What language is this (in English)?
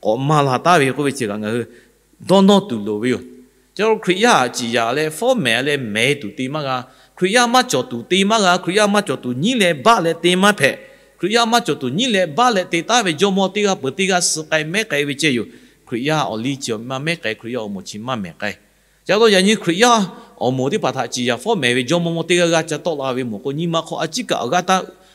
Lahu